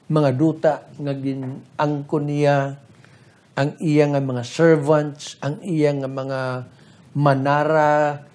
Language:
Hiligaynon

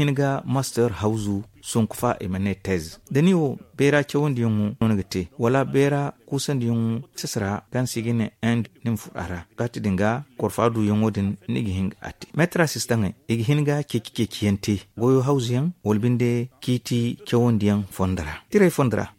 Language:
Zarma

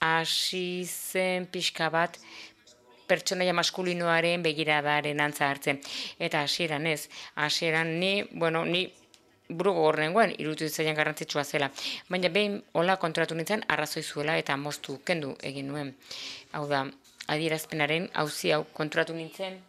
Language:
Basque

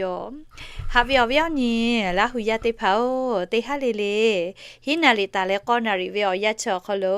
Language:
Lahu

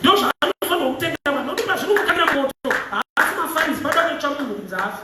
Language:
Shona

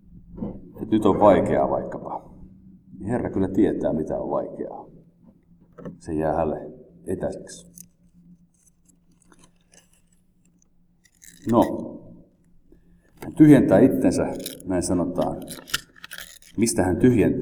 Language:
Finnish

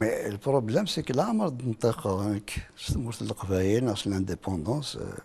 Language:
Kabyle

